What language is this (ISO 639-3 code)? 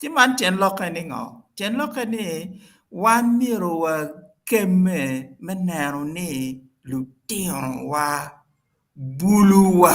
ach